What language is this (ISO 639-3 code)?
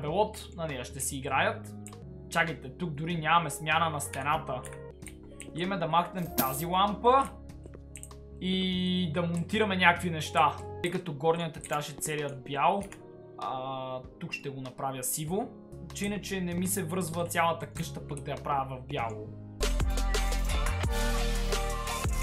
bul